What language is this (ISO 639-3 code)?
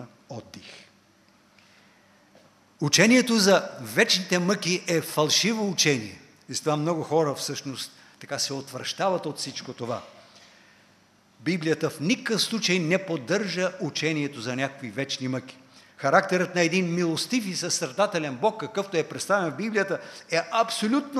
bul